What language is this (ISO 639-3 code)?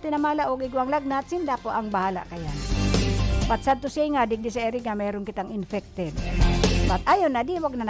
bik